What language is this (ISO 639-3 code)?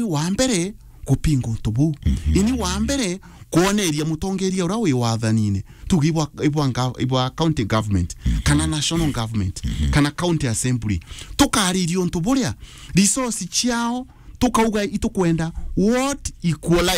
mer